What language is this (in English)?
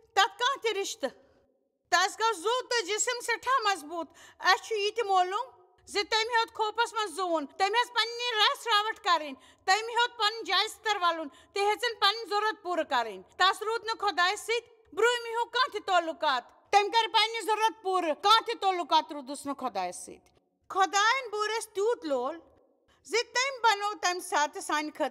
Kashmiri